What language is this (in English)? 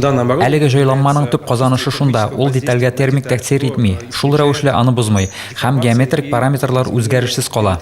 Tatar